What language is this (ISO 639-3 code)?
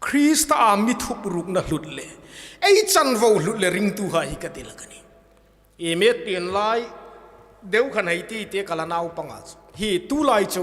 hmr